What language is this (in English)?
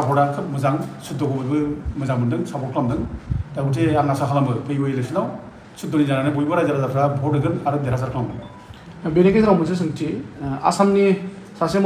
Bodo